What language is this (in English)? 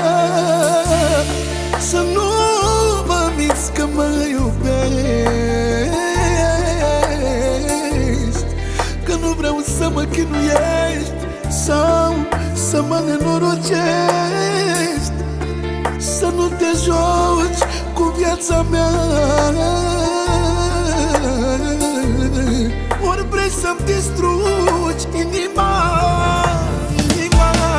Romanian